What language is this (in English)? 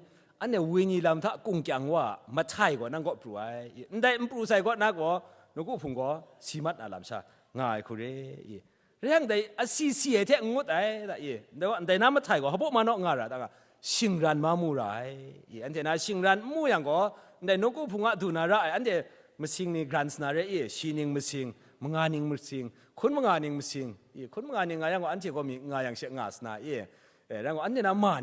Kachin